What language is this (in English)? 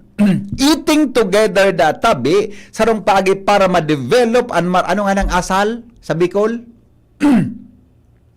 Bikol